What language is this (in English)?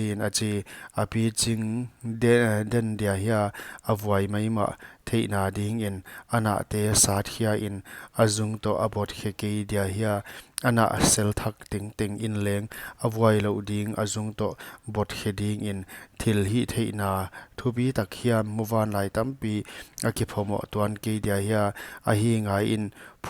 Paite Chin